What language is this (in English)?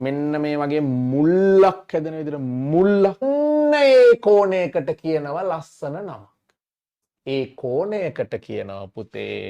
Sinhala